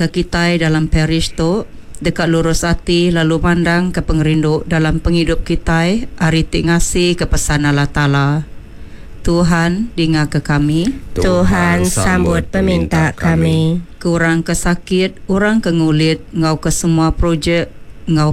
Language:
Iban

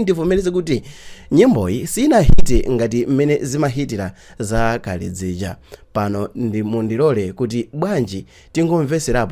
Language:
Nyanja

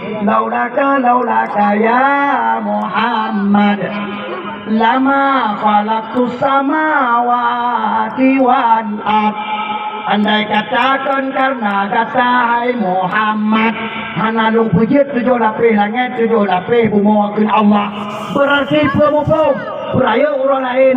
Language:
Achinese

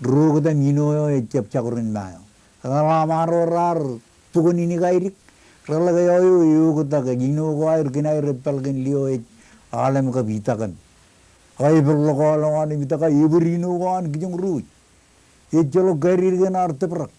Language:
Marshallese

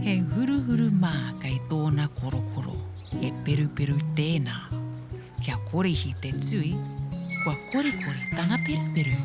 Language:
Māori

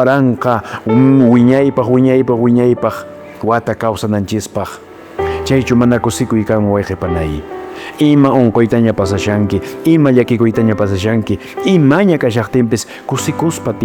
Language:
Quechua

